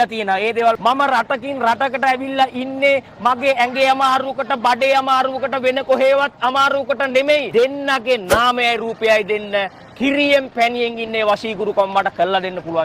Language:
Sinhala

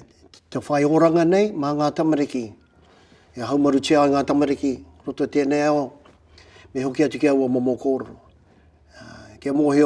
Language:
Māori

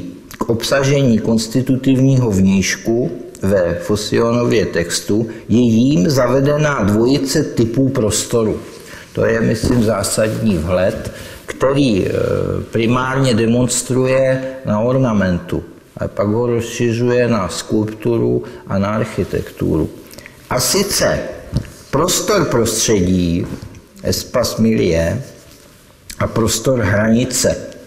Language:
Czech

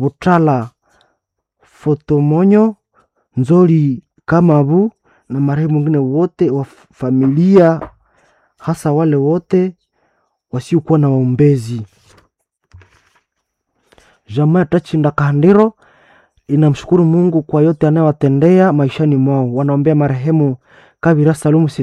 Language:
Swahili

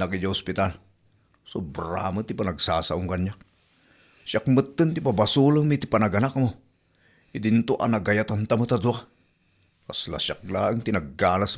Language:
Iloko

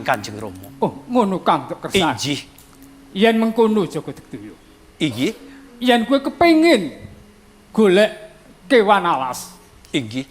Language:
Javanese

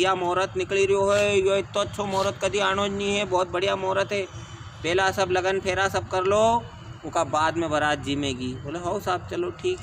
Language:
Rajasthani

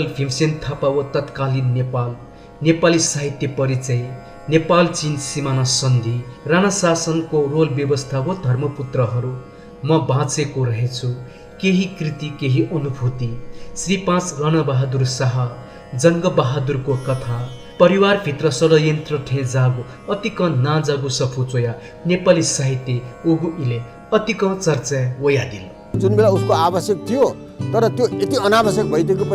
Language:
Newari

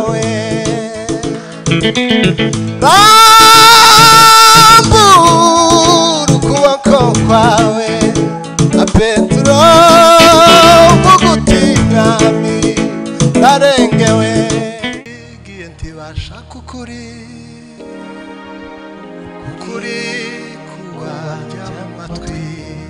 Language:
Kinyarwanda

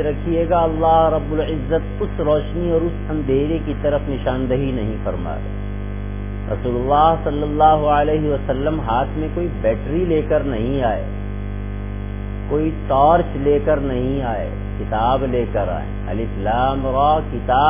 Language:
Urdu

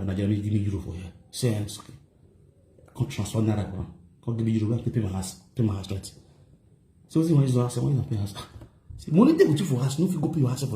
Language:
Nigerian Pidgin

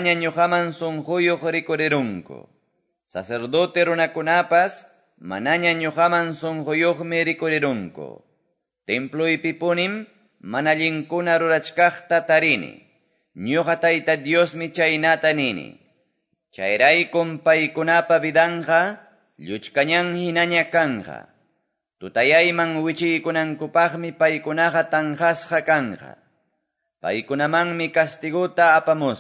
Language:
Quechua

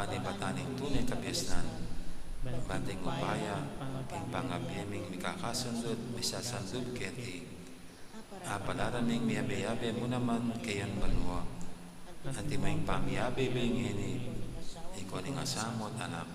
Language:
Pampanga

